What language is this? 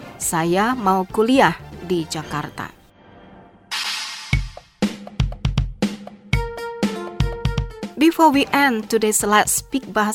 Indonesian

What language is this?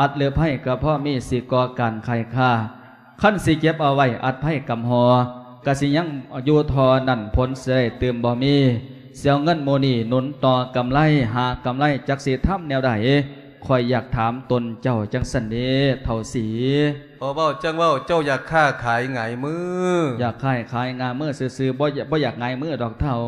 Lao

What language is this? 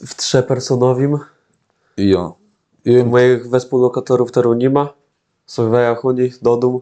Kashubian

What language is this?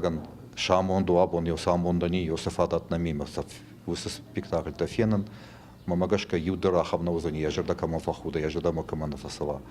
Ossetic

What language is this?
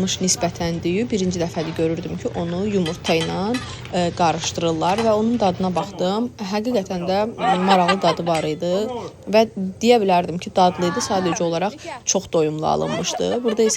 Azerbaijani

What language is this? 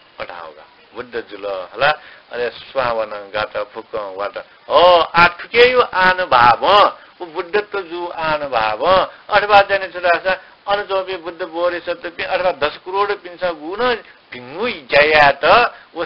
Newari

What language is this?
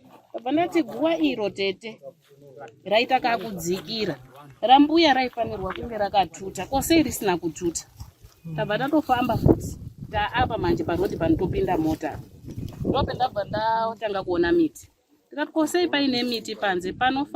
Shona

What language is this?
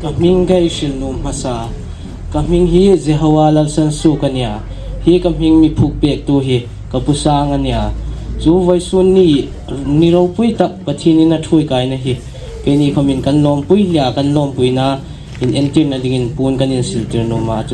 Hmar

